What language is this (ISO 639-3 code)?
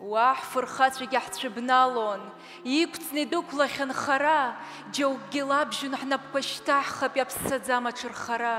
abk